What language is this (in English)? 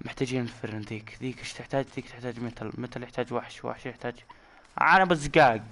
Najdi Arabic